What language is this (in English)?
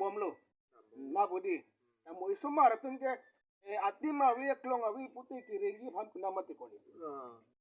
Karbi